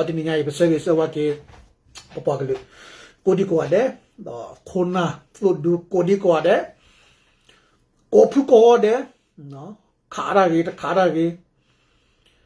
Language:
S'gaw Karen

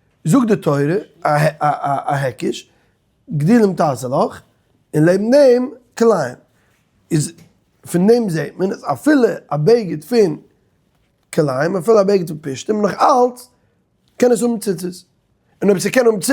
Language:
Yiddish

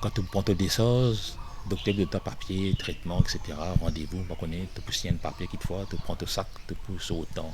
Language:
Morisyen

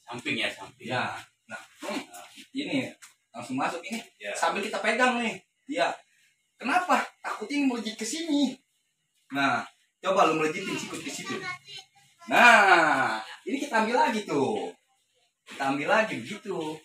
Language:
Betawi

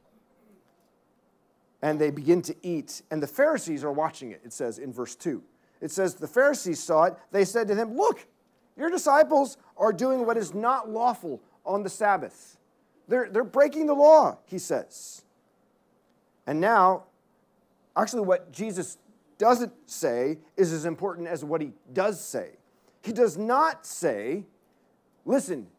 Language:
English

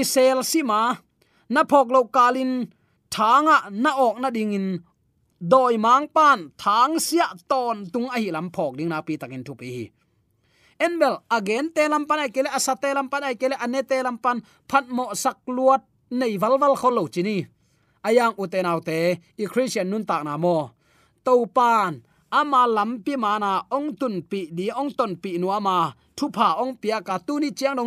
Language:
Tedim Chin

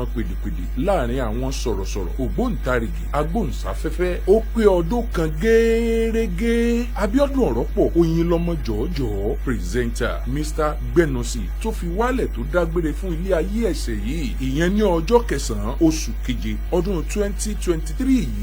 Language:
Yoruba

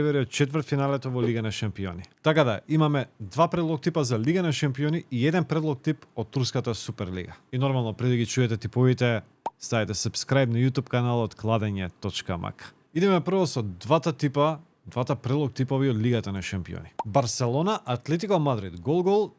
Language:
Macedonian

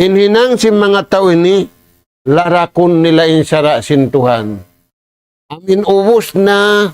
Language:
Tausug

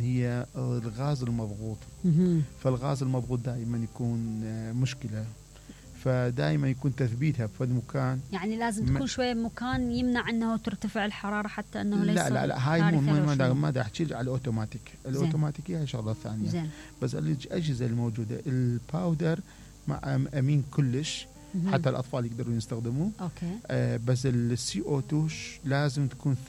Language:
Mesopotamian Arabic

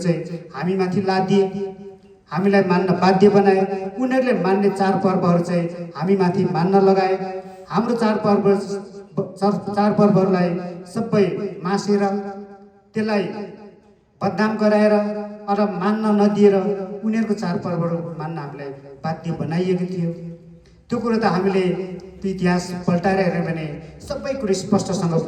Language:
Nepali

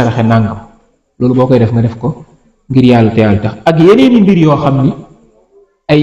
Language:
Wolof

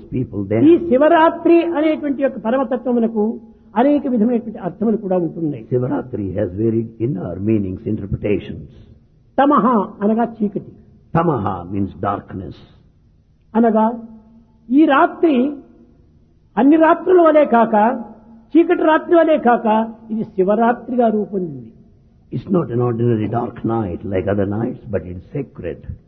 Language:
Telugu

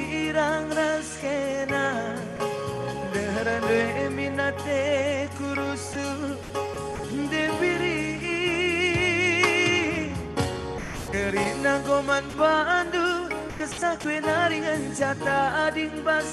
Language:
Batak Karo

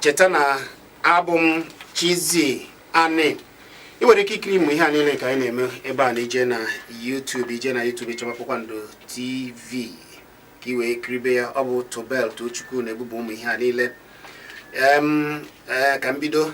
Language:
Igbo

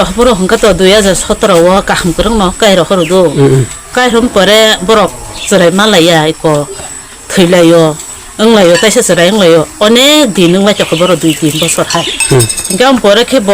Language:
Kok Borok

